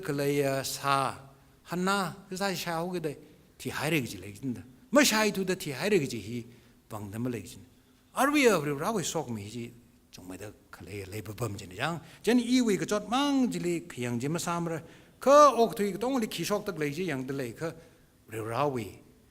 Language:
Tangkhul Naga (India)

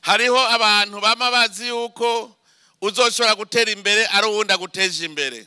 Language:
Rundi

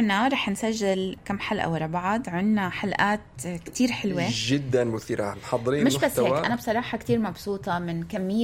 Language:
North Levantine Arabic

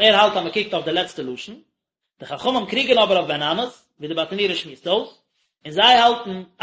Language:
Yiddish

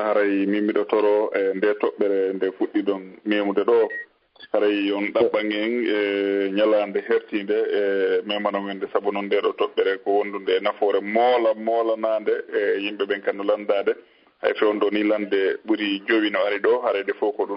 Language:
Fula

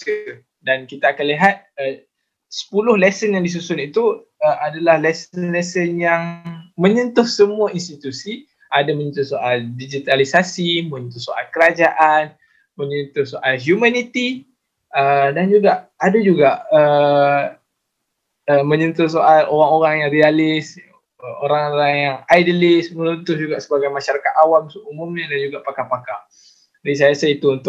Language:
Malay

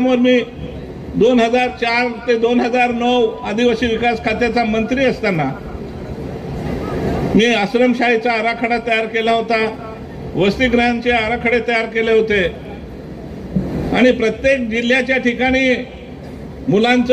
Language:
Marathi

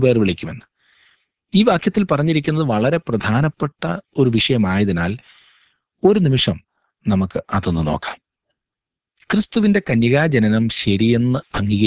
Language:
Malayalam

